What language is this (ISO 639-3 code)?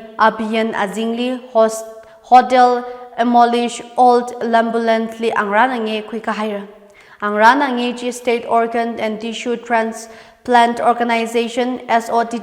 nmf